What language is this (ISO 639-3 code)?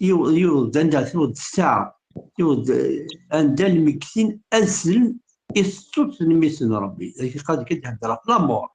kab